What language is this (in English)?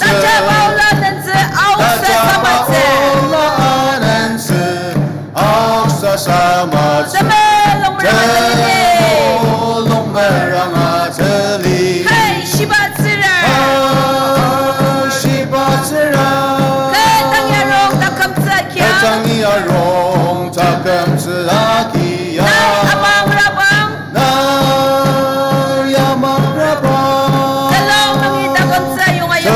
Ao Naga